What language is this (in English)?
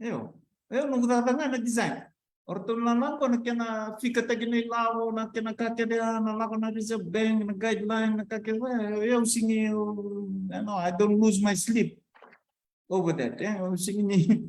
Fijian